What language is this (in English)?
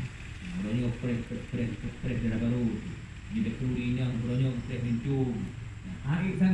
Achinese